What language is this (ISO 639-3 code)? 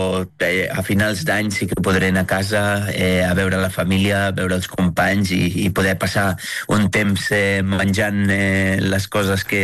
cat